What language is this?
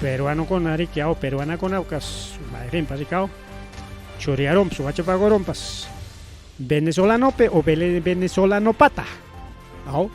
Ayacucho Quechua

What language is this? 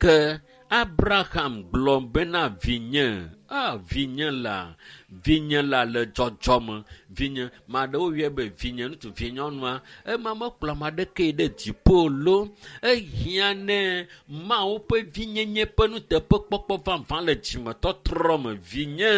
Ewe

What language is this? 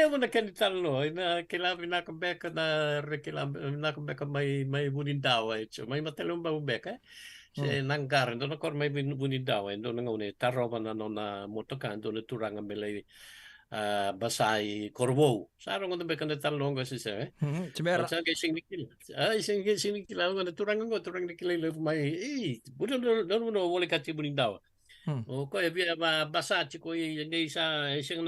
Fijian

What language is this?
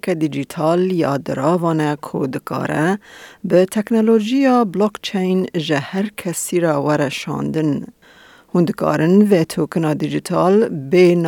Kurdish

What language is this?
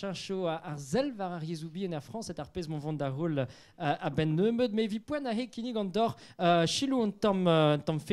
Breton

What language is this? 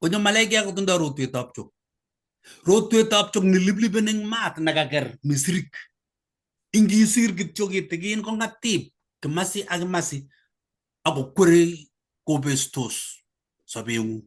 Kalenjin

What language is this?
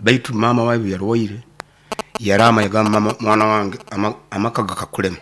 Nyoro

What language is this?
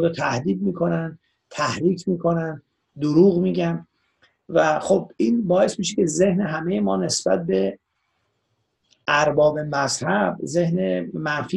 Persian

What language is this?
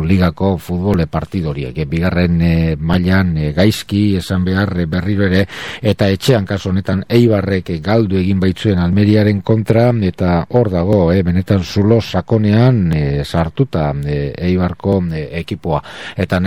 Basque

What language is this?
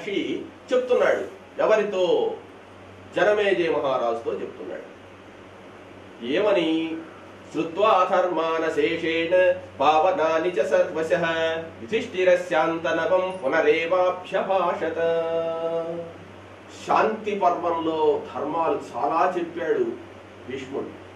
Telugu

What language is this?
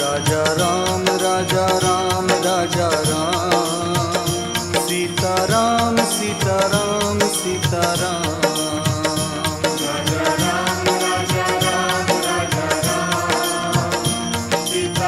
Hindi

